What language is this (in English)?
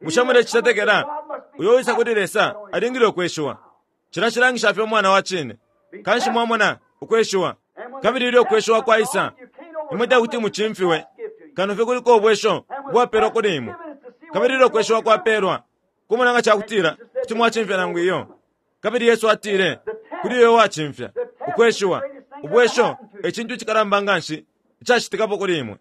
Bemba